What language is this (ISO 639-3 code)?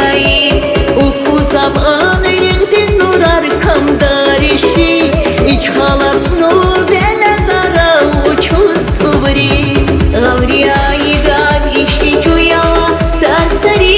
tab